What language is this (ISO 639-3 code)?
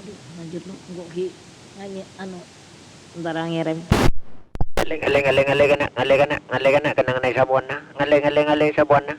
mad